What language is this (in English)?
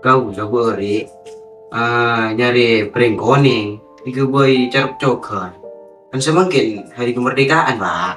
Madurese